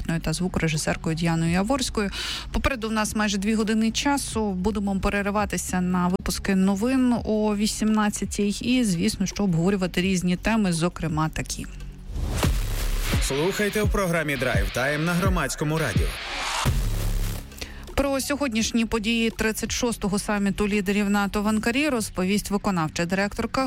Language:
Ukrainian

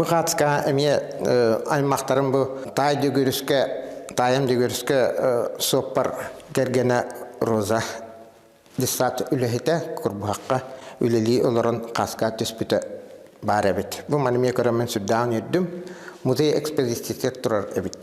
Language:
Yakut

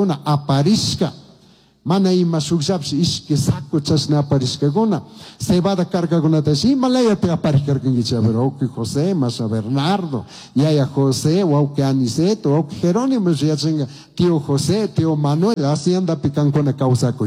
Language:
Chimborazo Highland Quichua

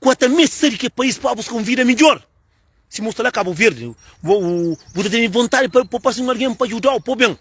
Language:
Kabuverdianu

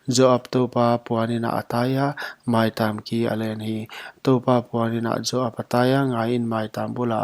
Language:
Paite Chin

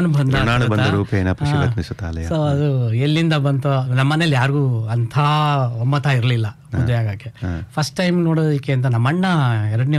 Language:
Kannada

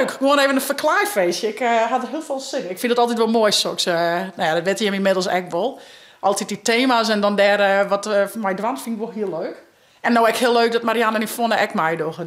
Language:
Western Frisian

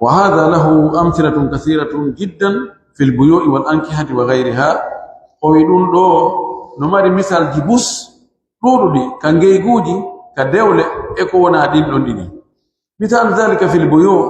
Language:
Pular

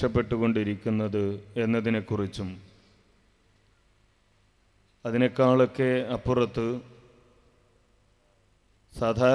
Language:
Malayalam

